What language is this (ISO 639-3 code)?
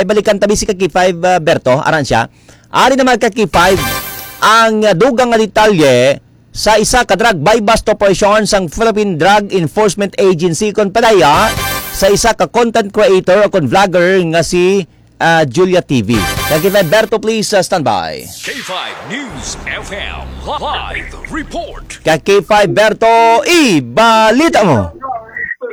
hil